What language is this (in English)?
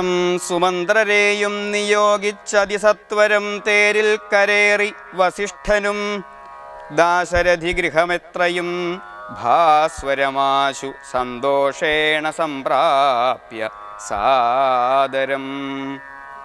Malayalam